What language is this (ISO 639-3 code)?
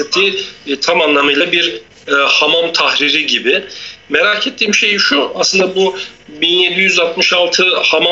tur